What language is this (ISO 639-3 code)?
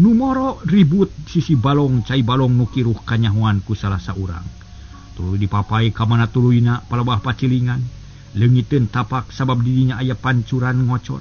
sun